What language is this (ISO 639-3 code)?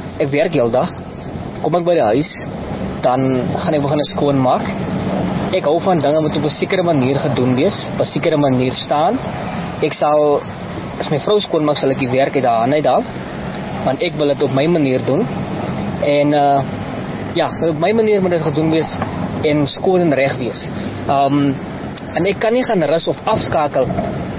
afr